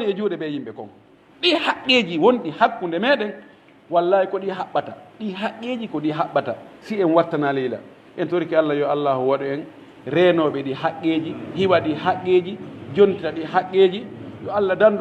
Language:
Pular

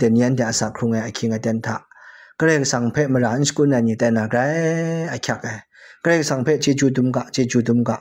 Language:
Kachin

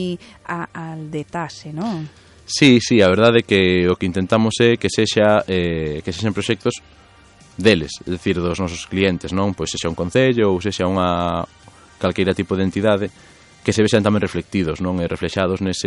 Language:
Galician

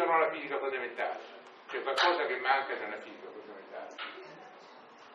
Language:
Italian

